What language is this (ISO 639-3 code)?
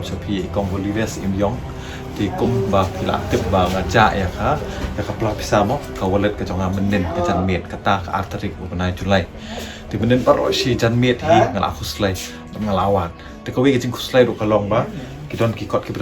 kha